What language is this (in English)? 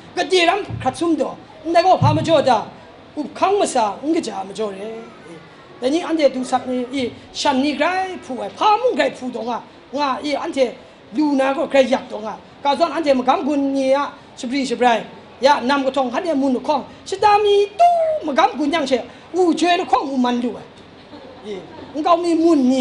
Kachin